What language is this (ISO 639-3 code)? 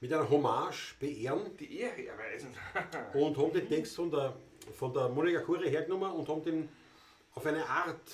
bar